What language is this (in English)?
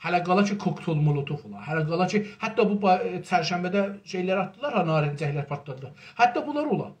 South Azerbaijani